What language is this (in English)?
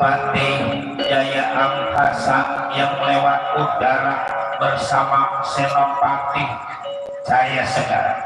Betawi